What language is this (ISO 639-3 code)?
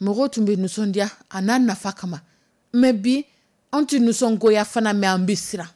dyu